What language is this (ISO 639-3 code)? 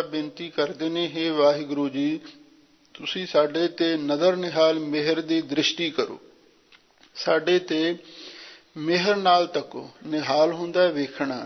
pan